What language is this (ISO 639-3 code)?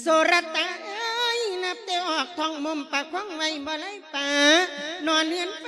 lao